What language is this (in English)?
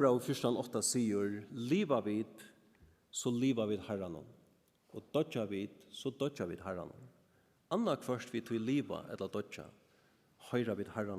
Faroese